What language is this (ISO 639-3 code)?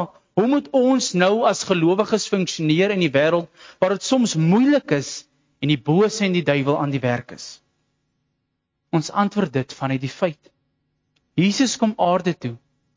afr